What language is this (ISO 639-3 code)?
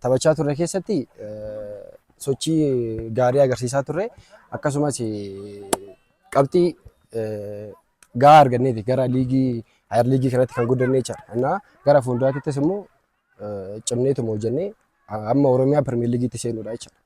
orm